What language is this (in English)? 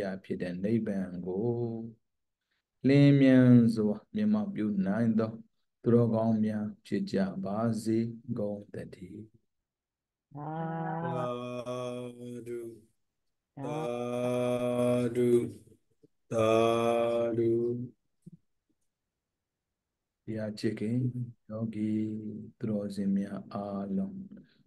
Burmese